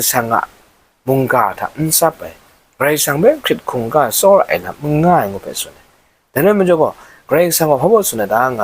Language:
Kachin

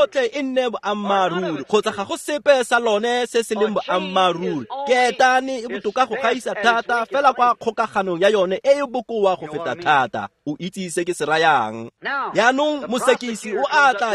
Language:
Tswana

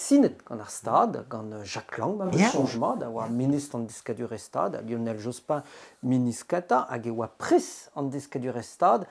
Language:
Breton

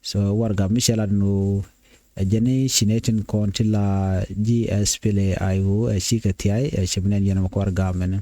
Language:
Nuer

